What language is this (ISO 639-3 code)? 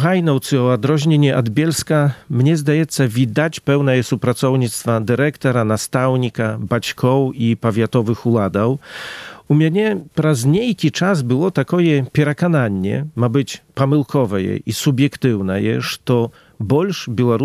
bel